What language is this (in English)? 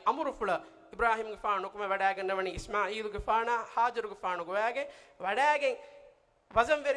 Divehi